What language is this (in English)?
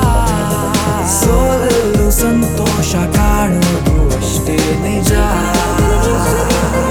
Kannada